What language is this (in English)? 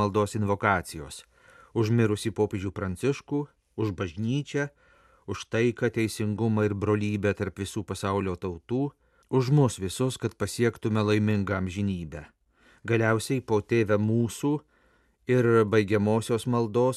Lithuanian